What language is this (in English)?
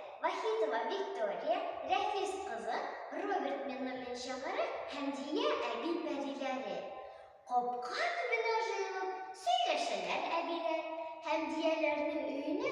Tatar